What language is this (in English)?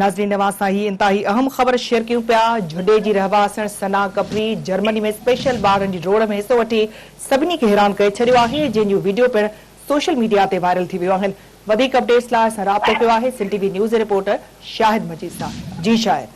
Sindhi